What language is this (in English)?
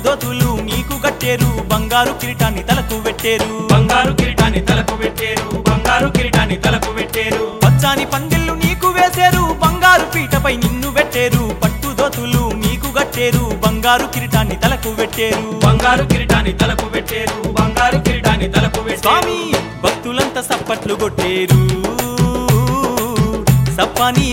Telugu